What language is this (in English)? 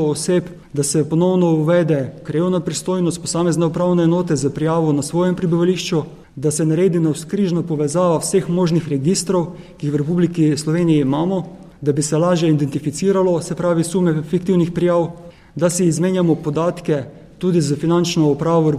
Slovenian